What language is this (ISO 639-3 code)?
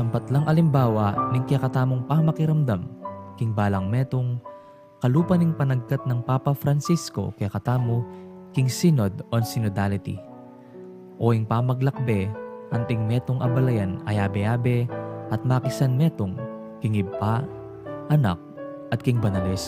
pam